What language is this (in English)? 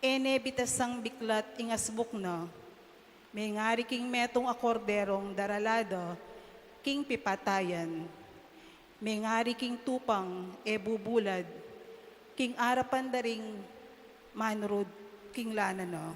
Pampanga